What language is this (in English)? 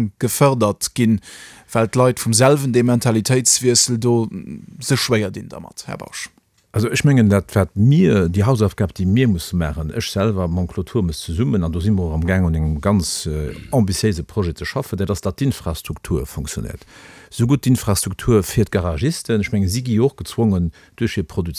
Luxembourgish